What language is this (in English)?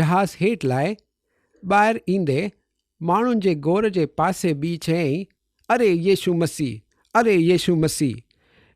Sindhi